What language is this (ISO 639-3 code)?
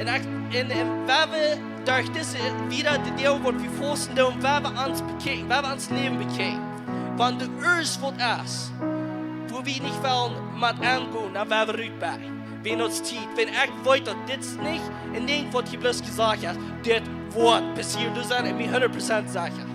pdt